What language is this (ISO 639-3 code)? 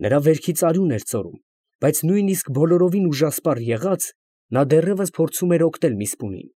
hye